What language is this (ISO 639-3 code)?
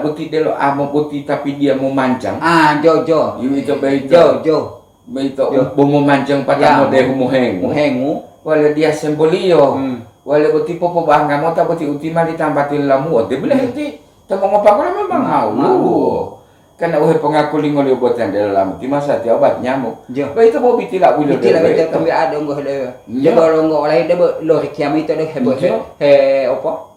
gor